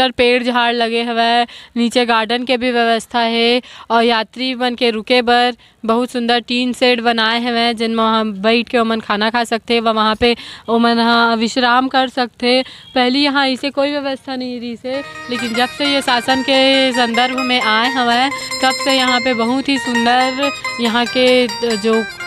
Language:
Chhattisgarhi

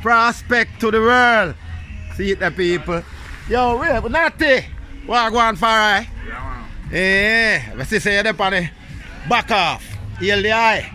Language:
Jamaican Creole English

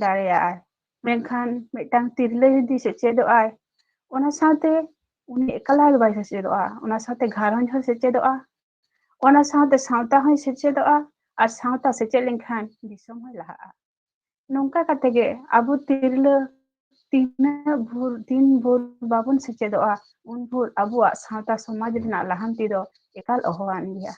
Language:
Santali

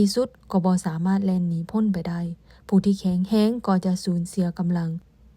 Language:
Lao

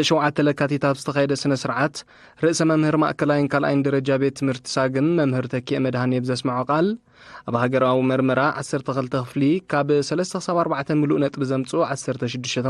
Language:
Tigrinya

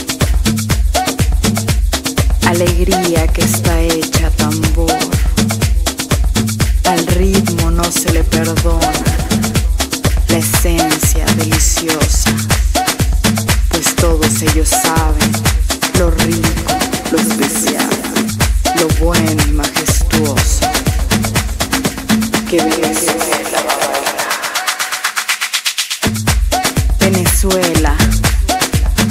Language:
Spanish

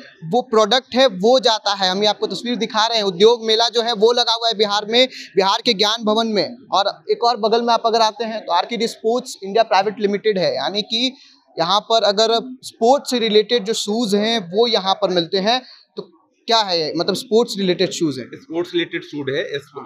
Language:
Hindi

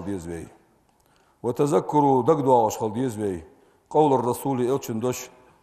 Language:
Ingush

